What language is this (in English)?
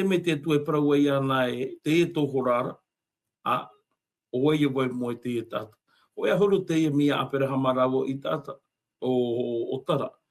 Tahitian